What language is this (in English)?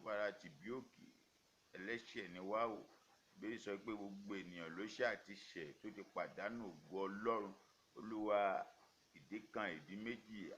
Yoruba